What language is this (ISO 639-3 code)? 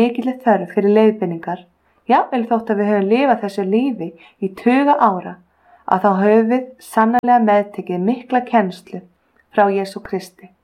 isl